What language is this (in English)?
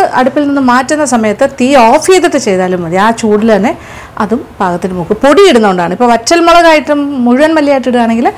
Malayalam